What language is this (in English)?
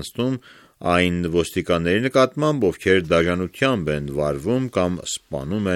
Armenian